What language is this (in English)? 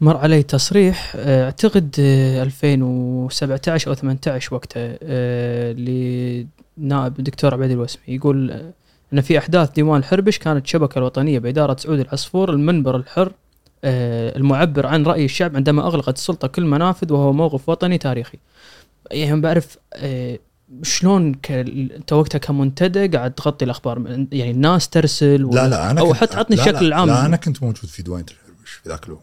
Gulf Arabic